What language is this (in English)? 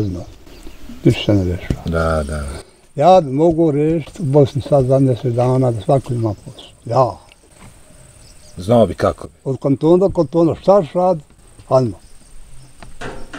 Bosnian